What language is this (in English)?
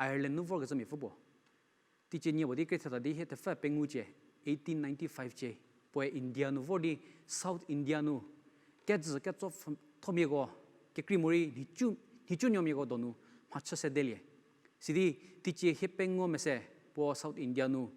Angami Naga